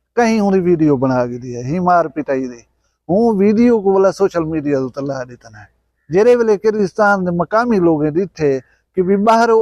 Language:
Saraiki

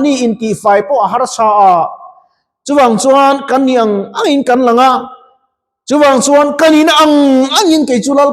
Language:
Mizo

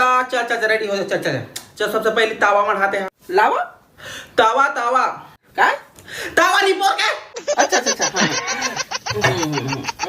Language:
Chhattisgarhi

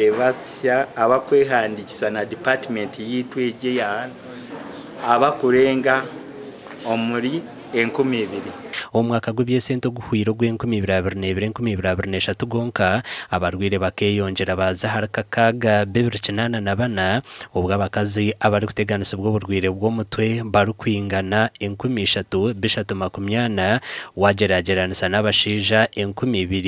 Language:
Nyankole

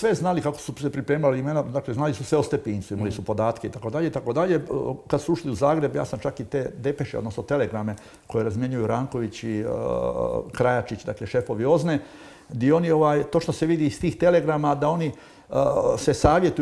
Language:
Croatian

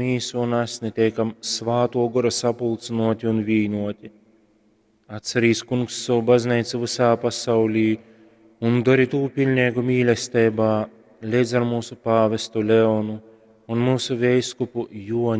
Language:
Latgalian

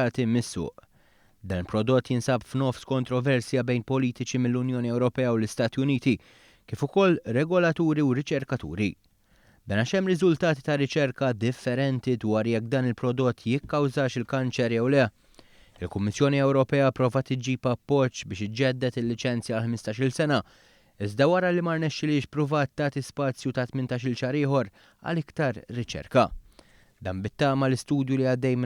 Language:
Maltese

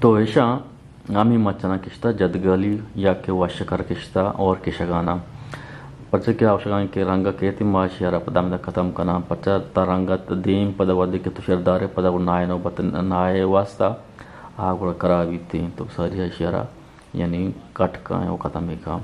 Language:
Eastern Balochi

